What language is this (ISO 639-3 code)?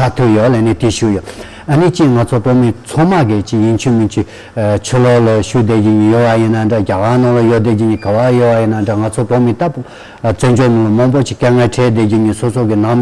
bod